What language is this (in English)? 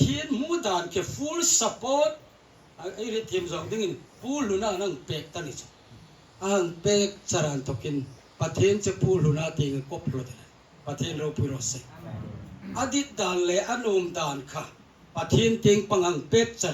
Hmar